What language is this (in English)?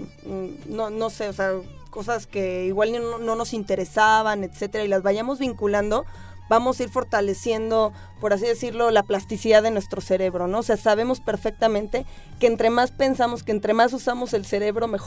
Spanish